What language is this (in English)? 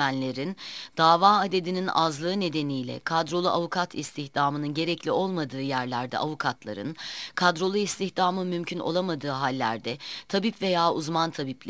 Turkish